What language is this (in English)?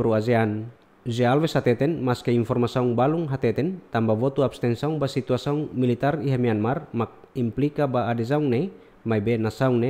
Tetum